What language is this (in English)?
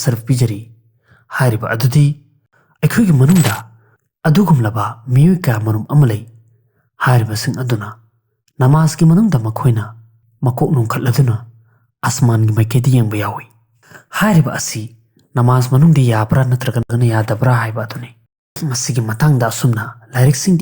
Manipuri